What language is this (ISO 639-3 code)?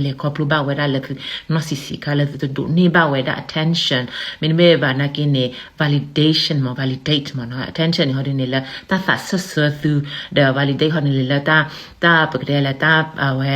ksw